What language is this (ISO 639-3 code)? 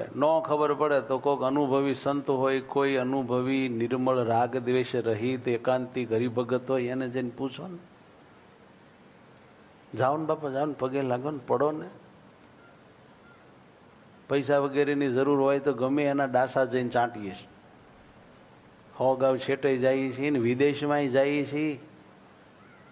guj